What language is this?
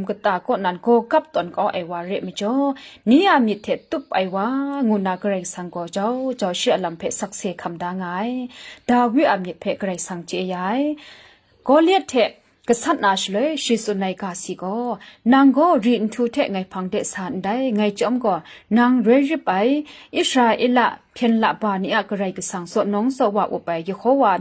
Kachin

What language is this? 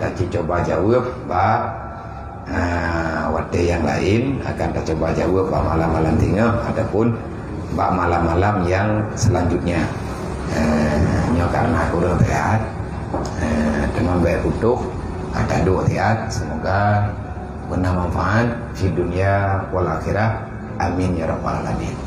Achinese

